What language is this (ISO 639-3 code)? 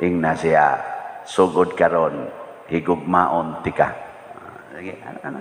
ceb